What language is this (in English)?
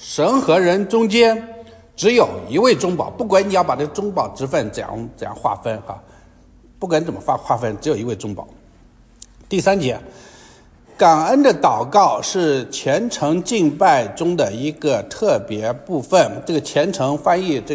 Chinese